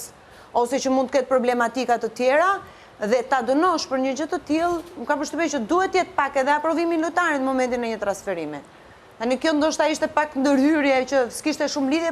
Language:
Albanian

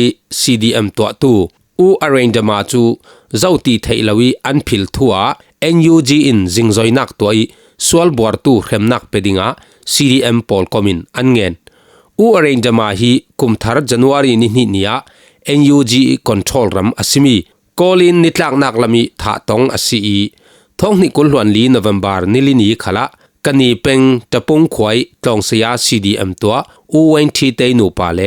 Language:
Falam Chin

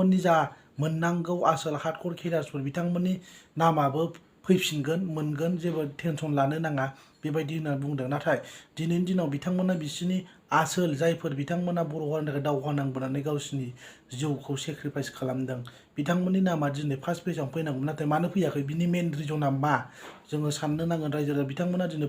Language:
Bodo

